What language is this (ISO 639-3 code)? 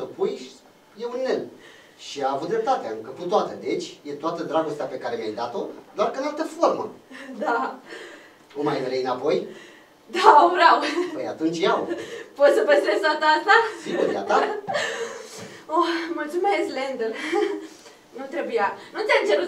ron